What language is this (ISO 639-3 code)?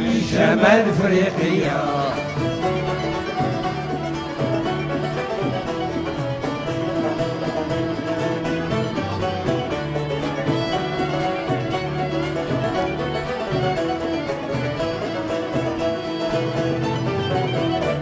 ara